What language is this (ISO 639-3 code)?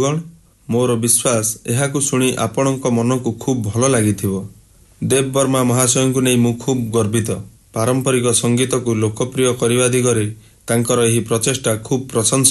ori